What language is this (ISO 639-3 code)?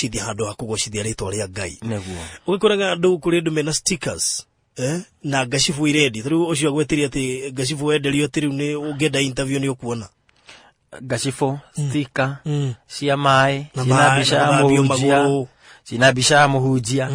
kik